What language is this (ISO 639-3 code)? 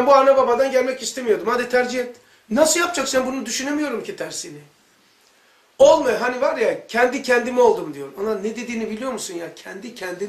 tur